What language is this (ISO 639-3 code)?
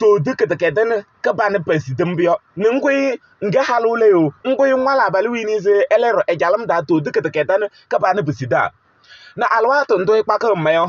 kbp